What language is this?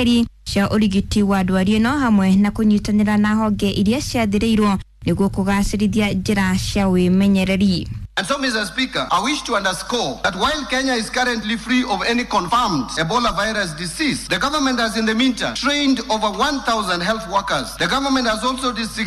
Kikuyu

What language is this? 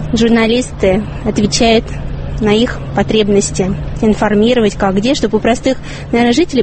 Russian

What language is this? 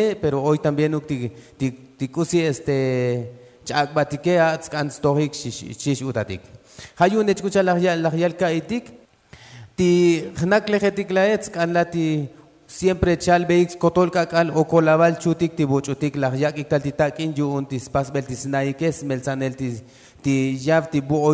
Tzotzil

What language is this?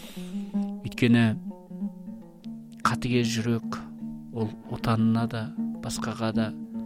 Kazakh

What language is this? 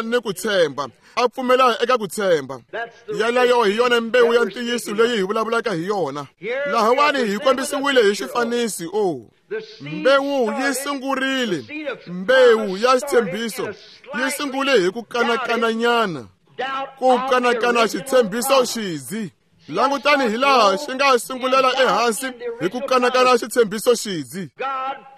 Tsonga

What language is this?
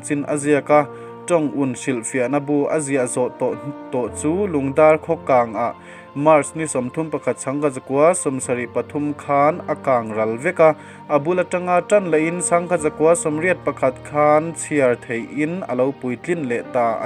Mizo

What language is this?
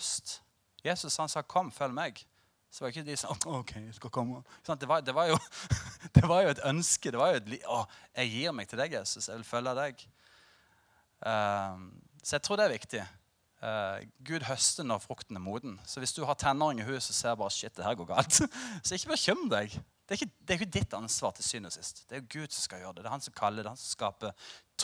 Norwegian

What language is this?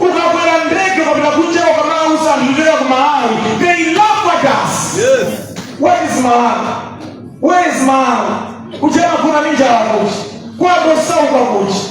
Nyanja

